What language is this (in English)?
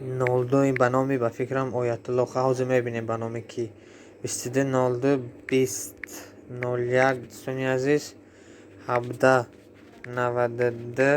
Tajik